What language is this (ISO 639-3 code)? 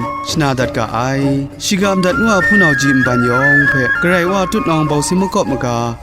kac